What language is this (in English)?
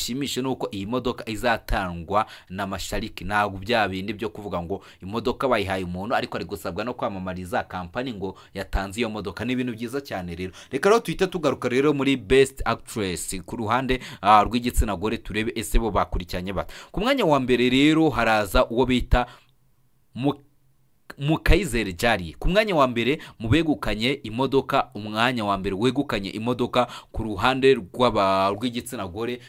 Kinyarwanda